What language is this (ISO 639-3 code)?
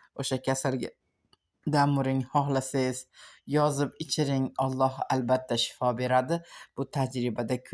uzb